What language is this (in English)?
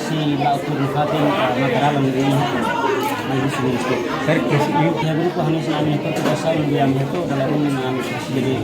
Tetum